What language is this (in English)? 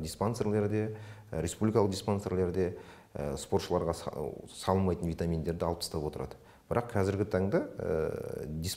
Kazakh